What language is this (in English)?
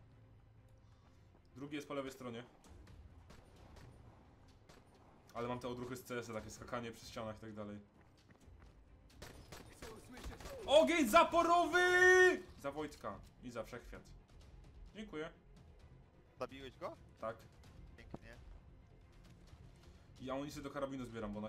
Polish